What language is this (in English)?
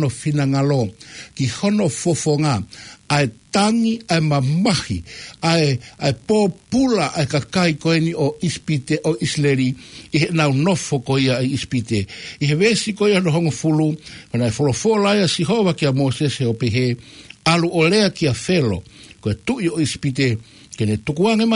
Tongan